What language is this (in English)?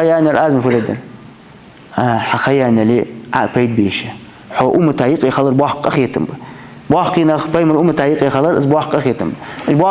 Ingush